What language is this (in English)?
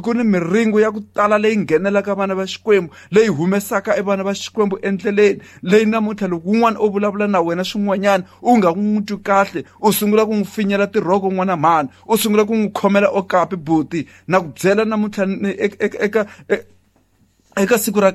Tsonga